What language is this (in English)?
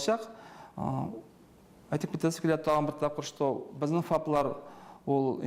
Tatar